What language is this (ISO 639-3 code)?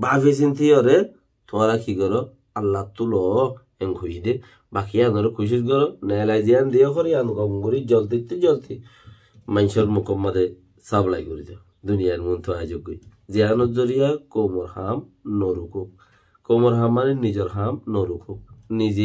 rhg